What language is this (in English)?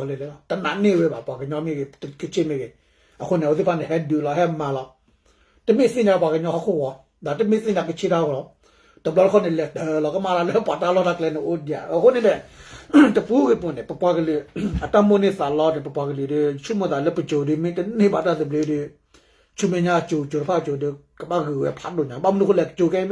S'gaw Karen